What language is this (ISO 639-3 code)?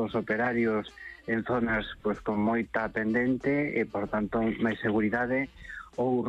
glg